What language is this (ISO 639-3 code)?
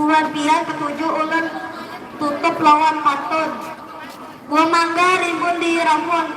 bjn